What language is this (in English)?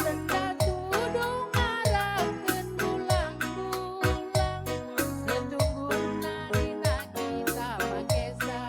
Batak Karo